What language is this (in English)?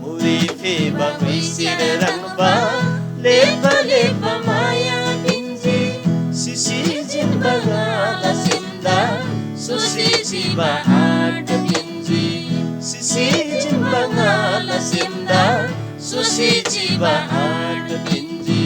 Eastern Tamang